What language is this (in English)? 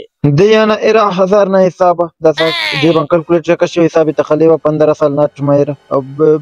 Brahui